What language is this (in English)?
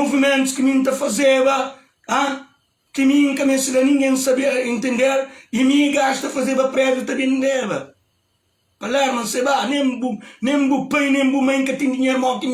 Kabuverdianu